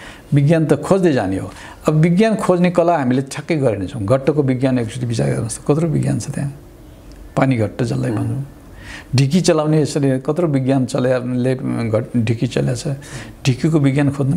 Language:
Nepali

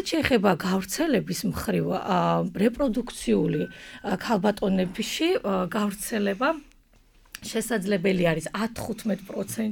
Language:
Georgian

